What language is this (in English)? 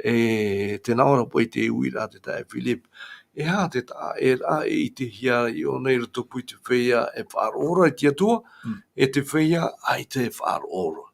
Tahitian